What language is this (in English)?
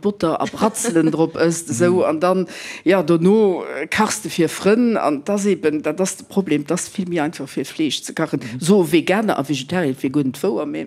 Luxembourgish